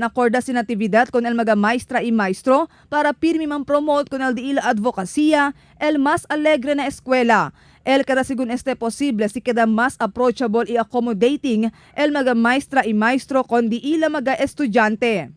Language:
Chavacano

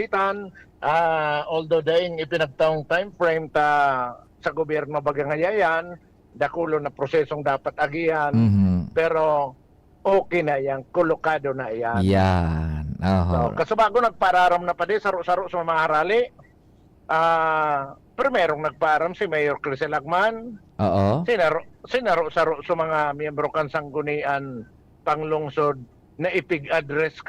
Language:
Bikol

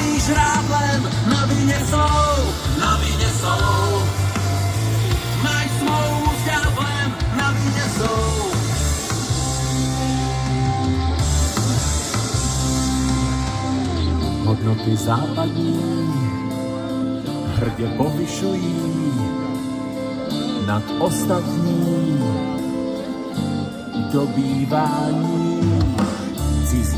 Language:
Czech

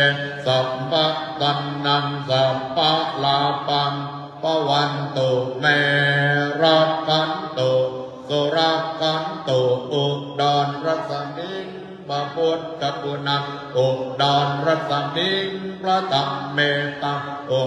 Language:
Pali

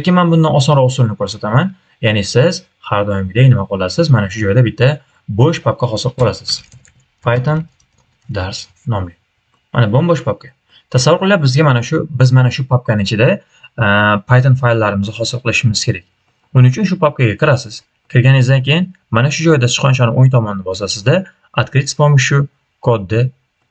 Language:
Uzbek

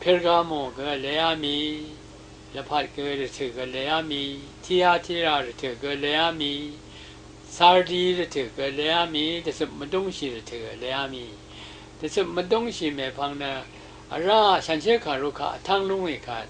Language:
Rawang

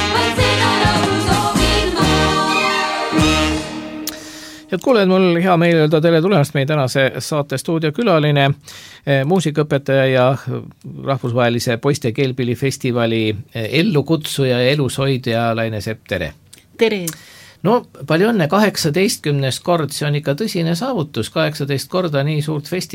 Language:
Estonian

